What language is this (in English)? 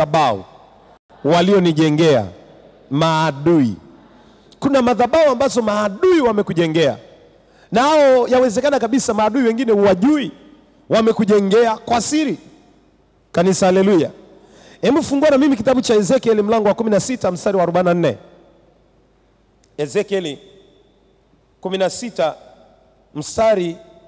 Swahili